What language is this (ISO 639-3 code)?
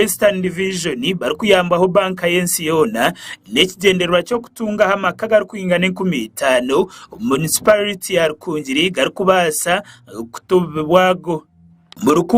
nyn